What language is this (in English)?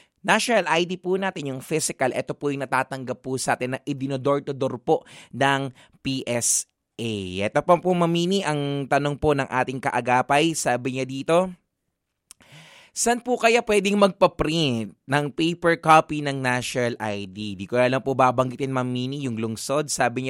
Filipino